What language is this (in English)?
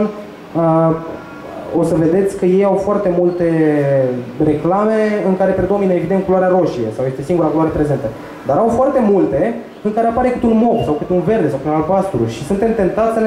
Romanian